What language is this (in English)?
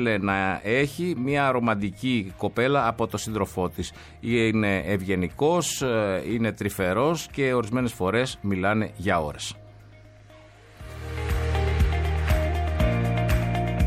Greek